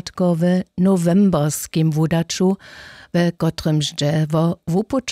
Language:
Upper Sorbian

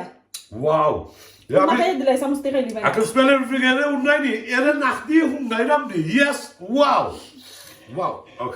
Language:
Sylheti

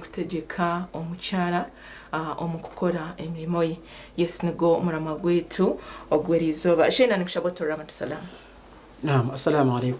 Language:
Nyankole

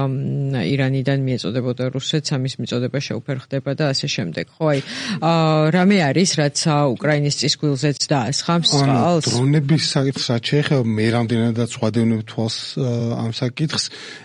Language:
Georgian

